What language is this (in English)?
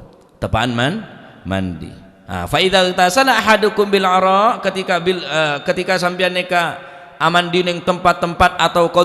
Madurese